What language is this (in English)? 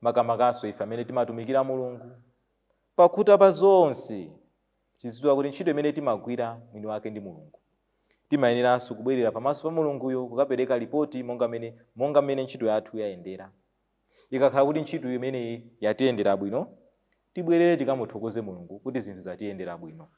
Nyanja